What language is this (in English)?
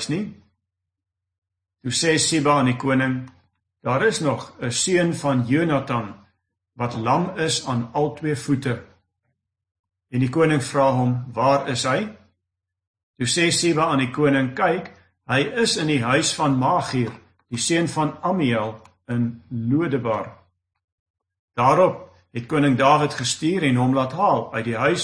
Afrikaans